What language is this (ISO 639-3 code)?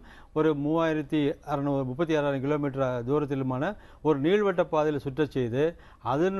tam